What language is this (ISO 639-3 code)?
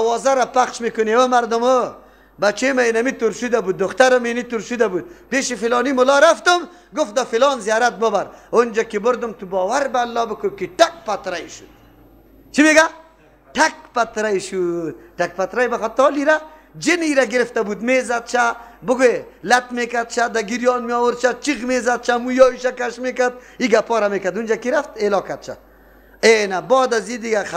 fas